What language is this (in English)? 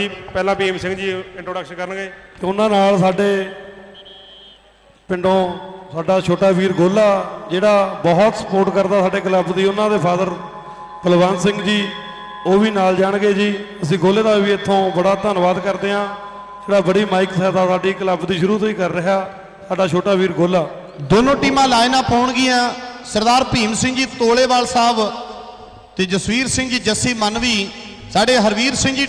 Punjabi